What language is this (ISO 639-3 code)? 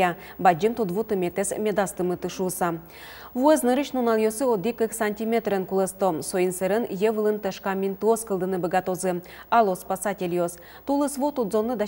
udm